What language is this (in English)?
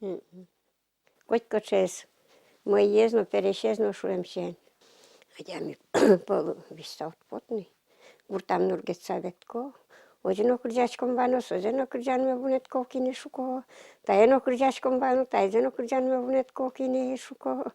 Udmurt